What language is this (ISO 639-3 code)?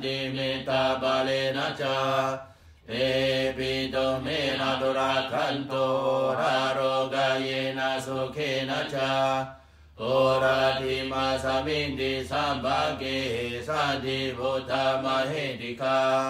pli